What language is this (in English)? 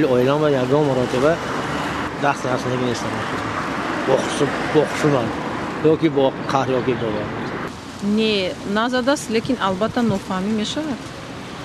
Tajik